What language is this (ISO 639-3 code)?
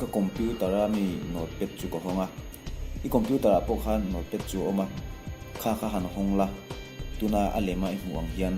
lus